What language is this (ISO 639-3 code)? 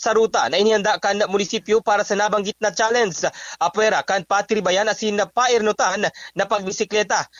bik